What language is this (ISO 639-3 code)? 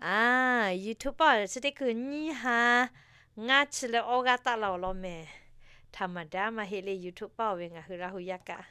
lhu